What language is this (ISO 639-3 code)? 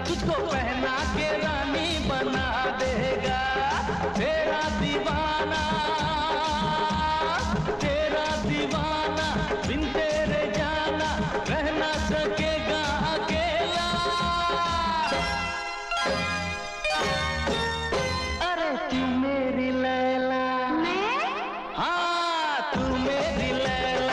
hin